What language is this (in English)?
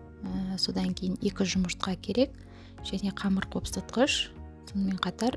Kazakh